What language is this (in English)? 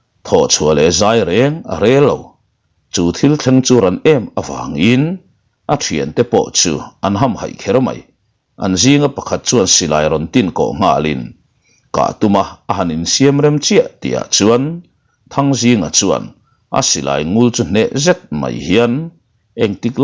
Mizo